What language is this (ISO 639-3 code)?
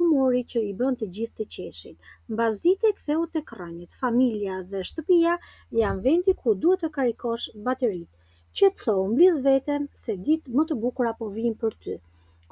sqi